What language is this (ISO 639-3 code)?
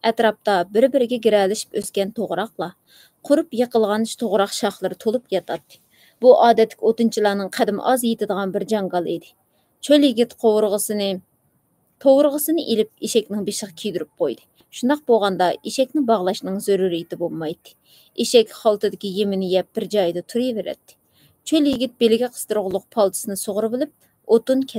uig